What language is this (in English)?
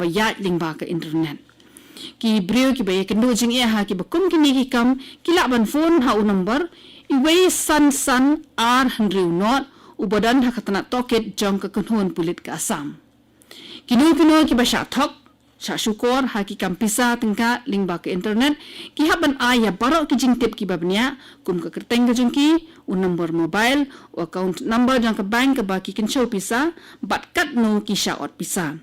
Khasi